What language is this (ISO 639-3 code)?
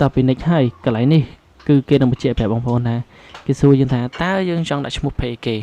khm